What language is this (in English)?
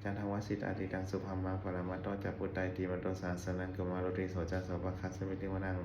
Pali